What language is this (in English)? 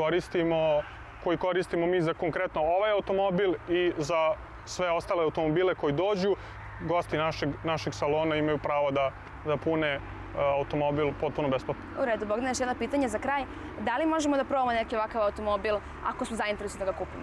Serbian